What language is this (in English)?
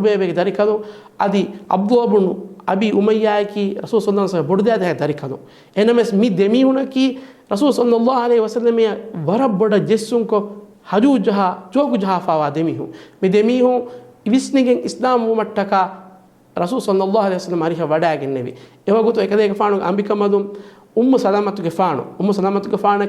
Divehi